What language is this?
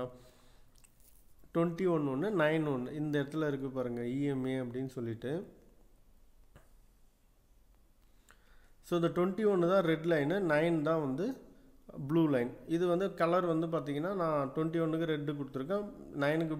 Tamil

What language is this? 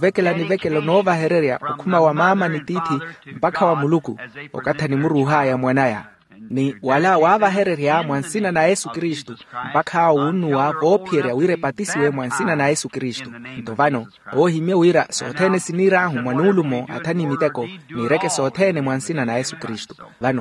Makhuwa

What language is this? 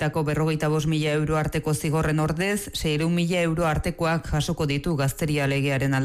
Basque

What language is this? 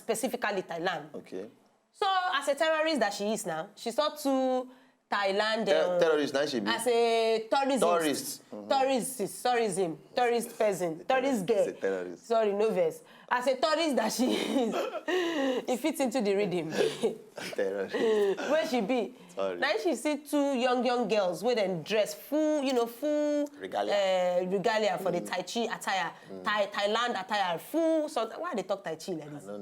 Nigerian Pidgin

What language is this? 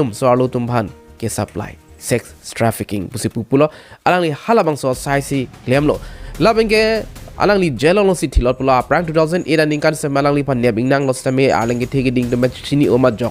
Karbi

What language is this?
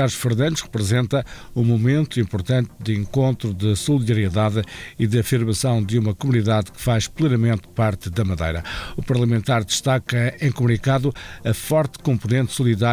Portuguese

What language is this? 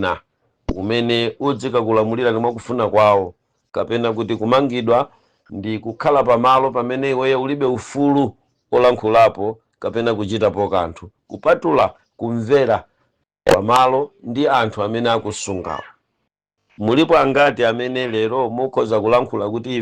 Nyanja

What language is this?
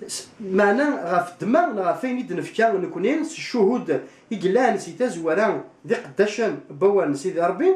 Kabyle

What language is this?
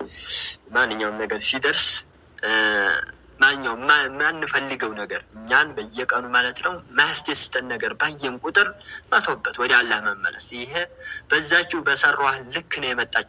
Amharic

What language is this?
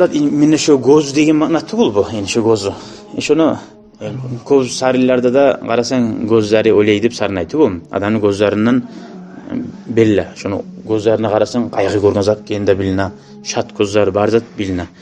Kumyk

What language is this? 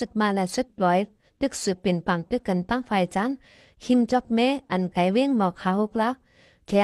Shan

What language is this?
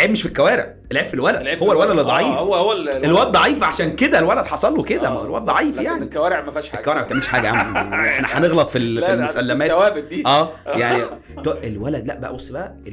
Egyptian Arabic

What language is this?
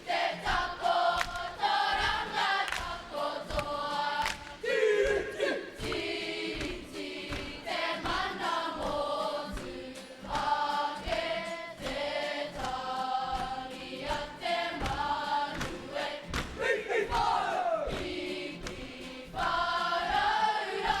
Māori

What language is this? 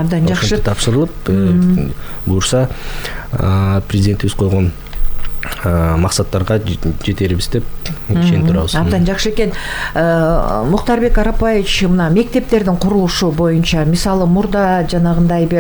Kyrgyz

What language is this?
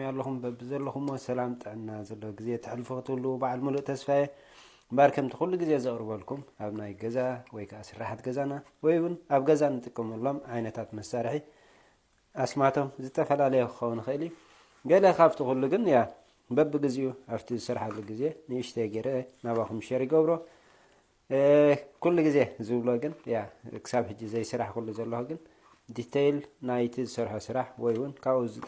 Tigrinya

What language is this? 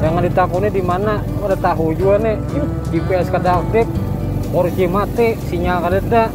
Banjar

